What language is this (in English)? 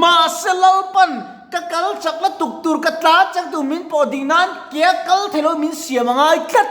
Mizo